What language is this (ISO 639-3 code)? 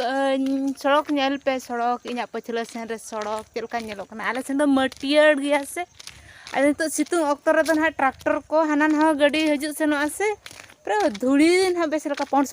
sat